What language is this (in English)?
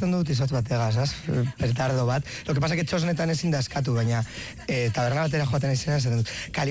Basque